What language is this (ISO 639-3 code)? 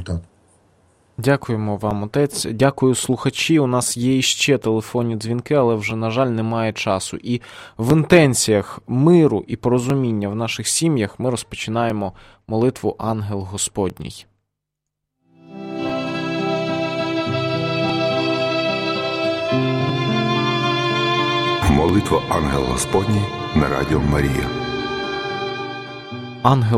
ukr